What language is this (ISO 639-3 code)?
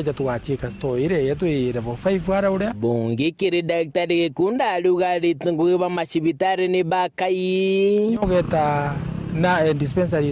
mer